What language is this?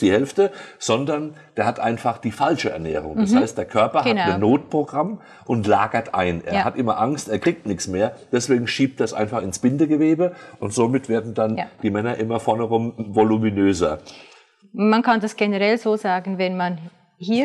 German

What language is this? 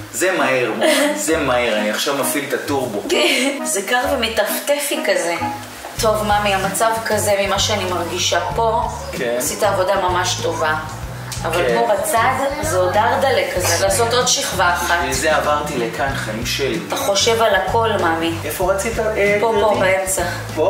Hebrew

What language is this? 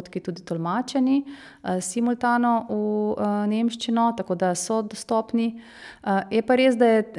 Slovenian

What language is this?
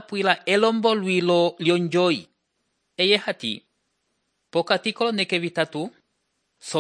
Umbundu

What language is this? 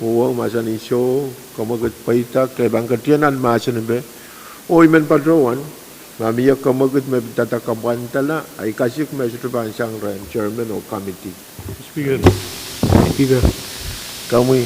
Pohnpeian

